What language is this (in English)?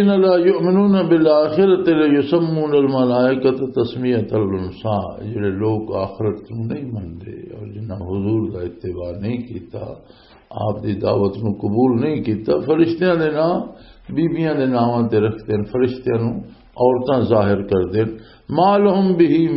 Western Panjabi